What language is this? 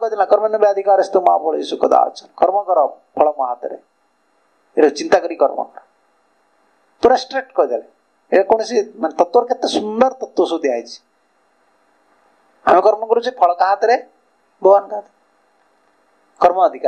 Odia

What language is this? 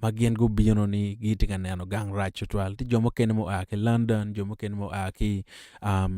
Acoli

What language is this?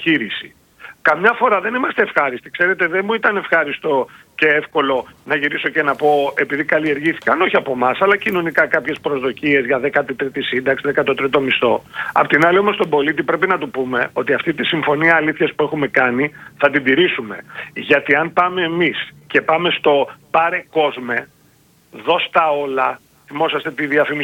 Greek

